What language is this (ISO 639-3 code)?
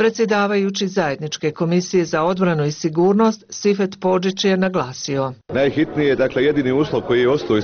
bos